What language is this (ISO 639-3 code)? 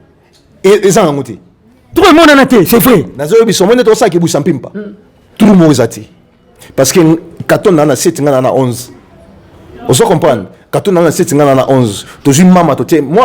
lin